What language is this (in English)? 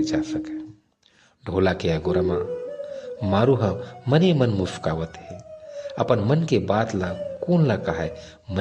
Chhattisgarhi